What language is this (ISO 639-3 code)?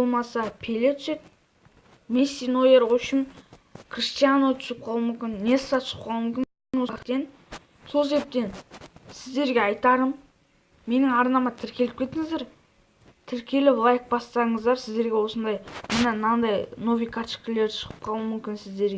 kaz